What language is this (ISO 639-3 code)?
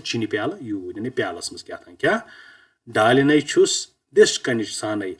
kas